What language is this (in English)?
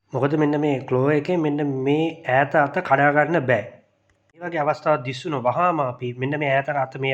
Sinhala